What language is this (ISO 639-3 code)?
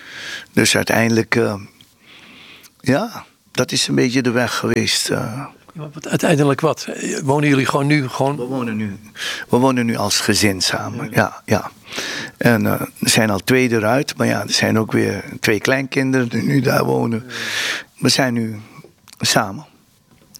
nld